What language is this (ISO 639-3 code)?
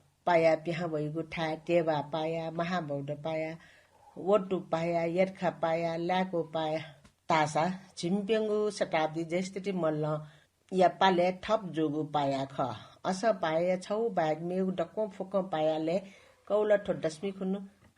new